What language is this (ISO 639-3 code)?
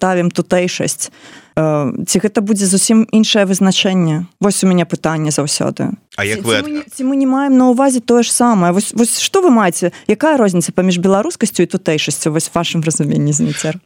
bel